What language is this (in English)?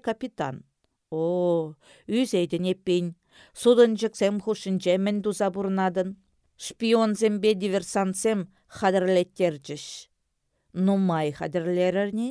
Chuvash